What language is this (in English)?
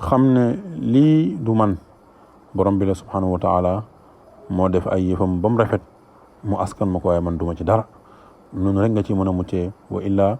Wolof